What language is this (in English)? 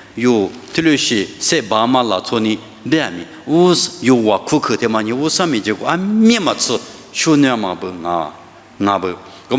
Lisu